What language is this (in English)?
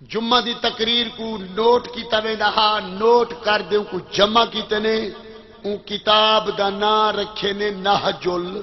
Saraiki